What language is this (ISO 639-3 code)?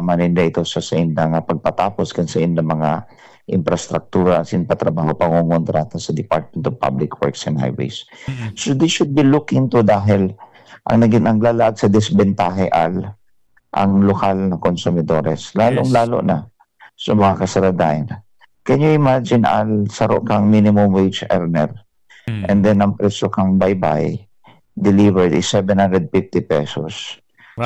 bik